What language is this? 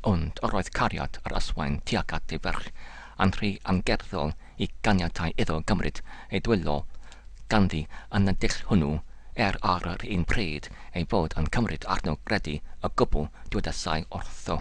Welsh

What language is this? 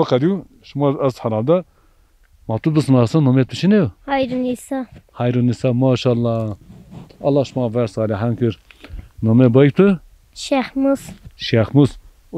Zaza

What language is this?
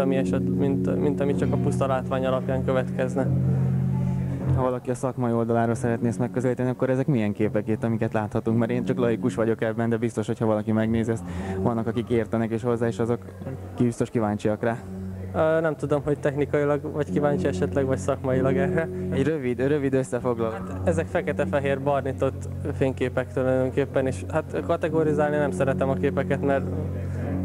Hungarian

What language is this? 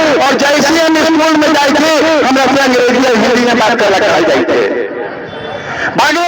Magahi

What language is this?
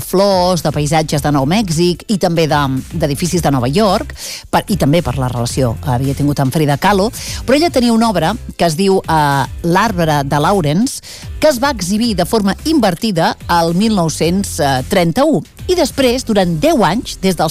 Catalan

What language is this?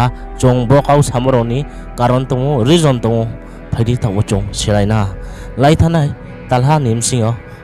Riang (India)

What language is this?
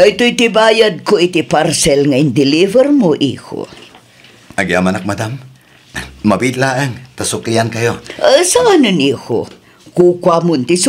Iloko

